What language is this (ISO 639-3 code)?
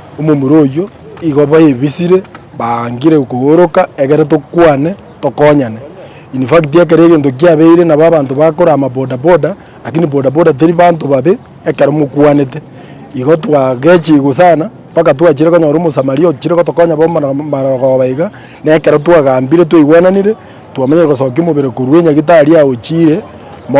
guz